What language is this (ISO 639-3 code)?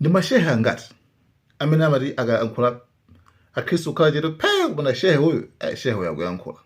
nya